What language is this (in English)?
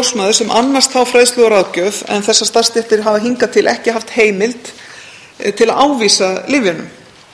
Icelandic